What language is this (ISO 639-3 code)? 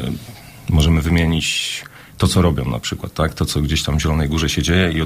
pol